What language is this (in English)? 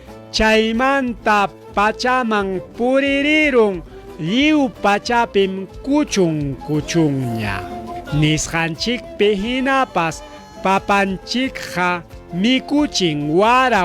Ayacucho Quechua